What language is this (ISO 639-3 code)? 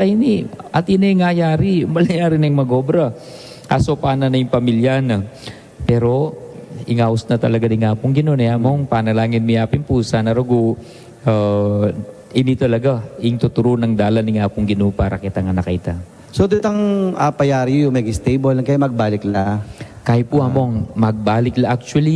pam